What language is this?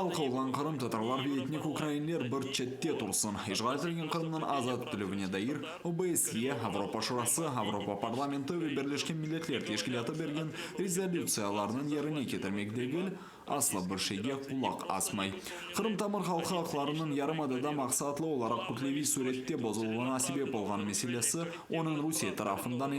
Crimean Tatar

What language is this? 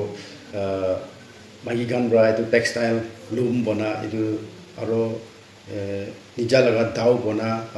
Naga Pidgin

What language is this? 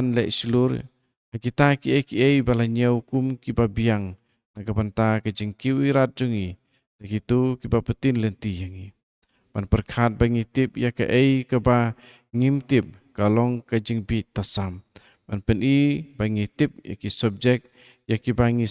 Khasi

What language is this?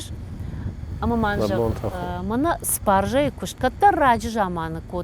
Ossetic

